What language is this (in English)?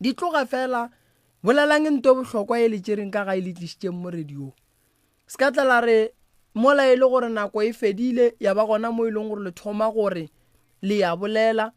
Northern Sotho